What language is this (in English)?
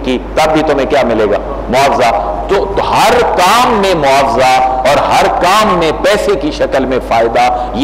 Urdu